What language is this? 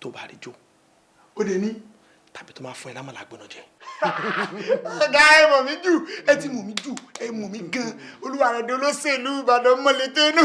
Yoruba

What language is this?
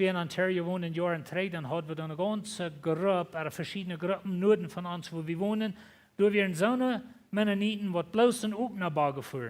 Plautdietsch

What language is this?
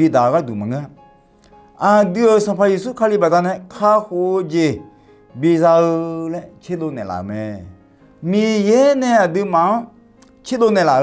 Akha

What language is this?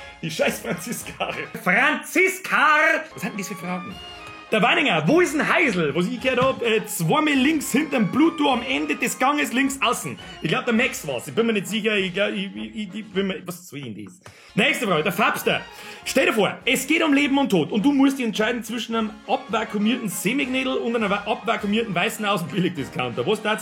Bavarian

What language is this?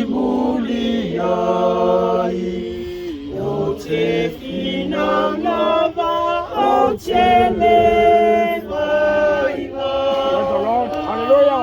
Samoan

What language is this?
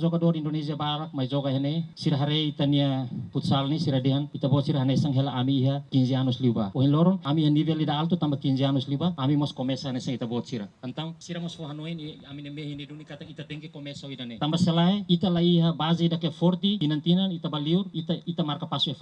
Tetum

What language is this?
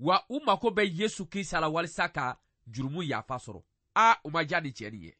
Bambara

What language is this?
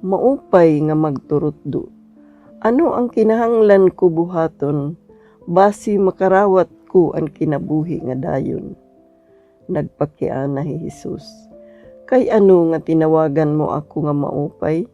Waray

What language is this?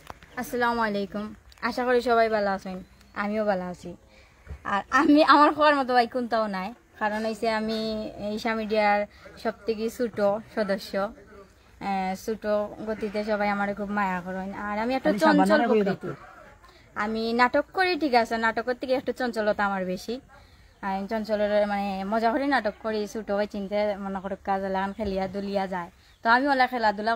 Sylheti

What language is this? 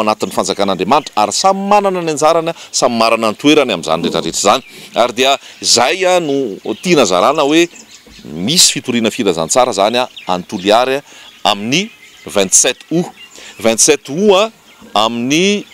Malagasy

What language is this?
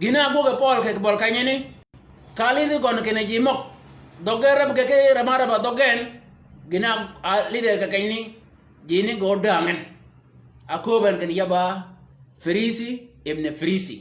Shilluk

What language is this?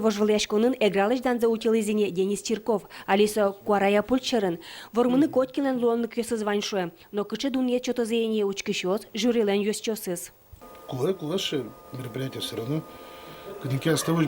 Udmurt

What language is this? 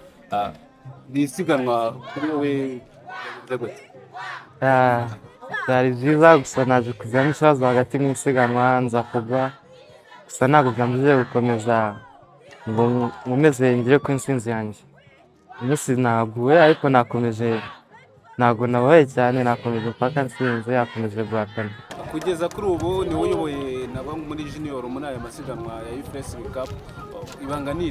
Kinyarwanda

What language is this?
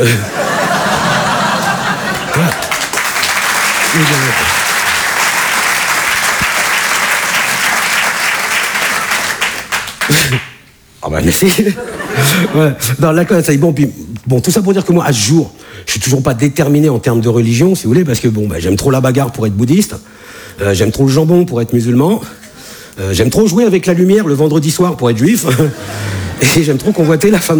French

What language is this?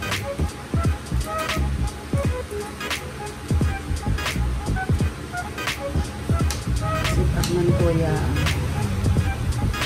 Filipino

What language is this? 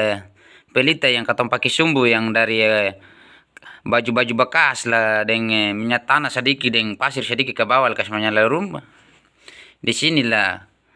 Ambonese Malay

